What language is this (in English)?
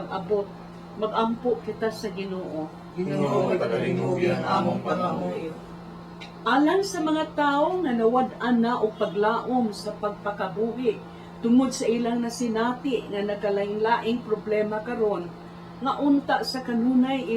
Cebuano